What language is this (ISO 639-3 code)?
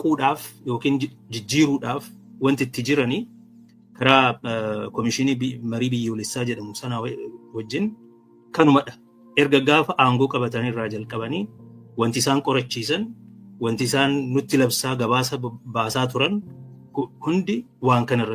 orm